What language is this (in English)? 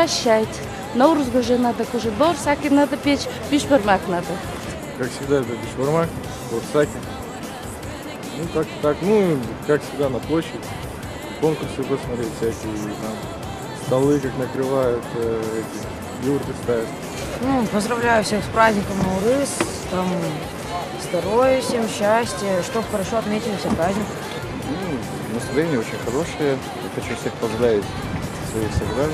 Russian